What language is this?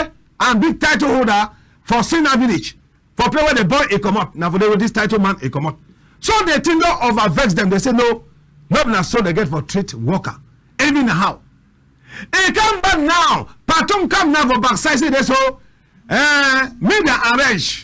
Cameroon Pidgin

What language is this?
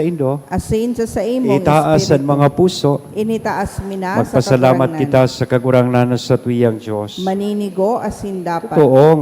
Bikol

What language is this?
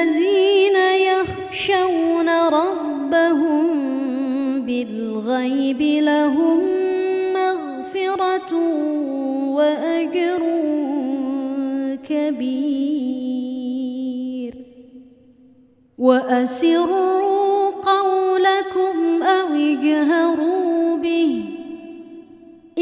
Arabic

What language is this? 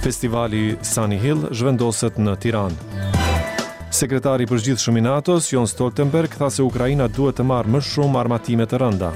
Albanian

